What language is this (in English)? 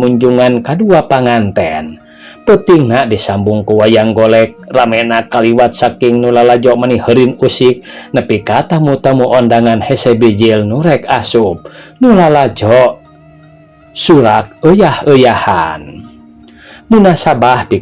Sundanese